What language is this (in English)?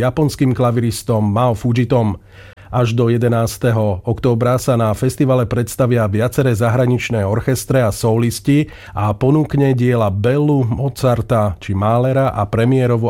Slovak